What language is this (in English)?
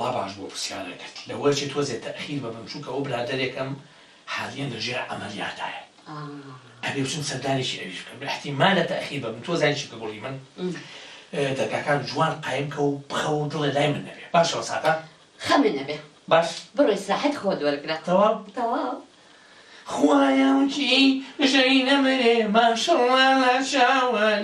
Central Kurdish